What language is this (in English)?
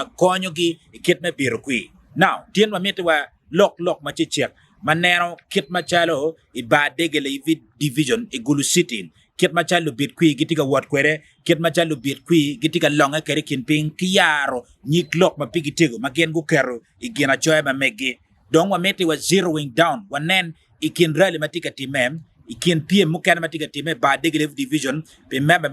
Acoli